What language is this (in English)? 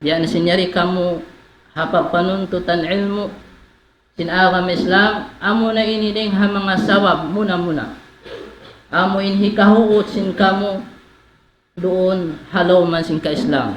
Tausug